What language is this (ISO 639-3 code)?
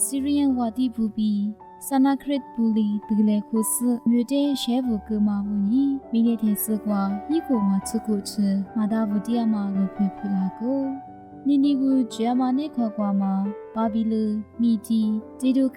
lis